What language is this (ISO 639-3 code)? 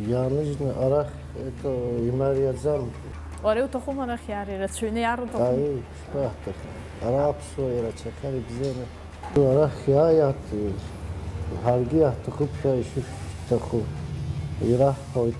abk